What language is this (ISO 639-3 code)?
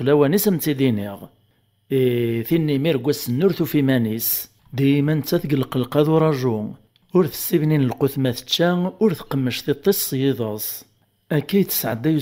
kab